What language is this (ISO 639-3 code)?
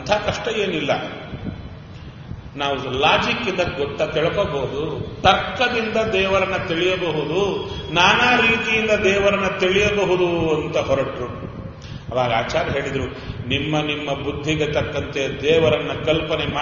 kan